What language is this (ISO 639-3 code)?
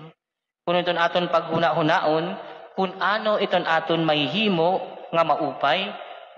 war